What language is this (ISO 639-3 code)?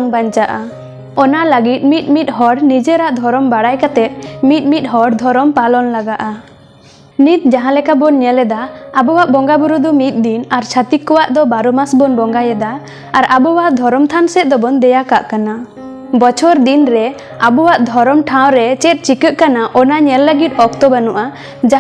sat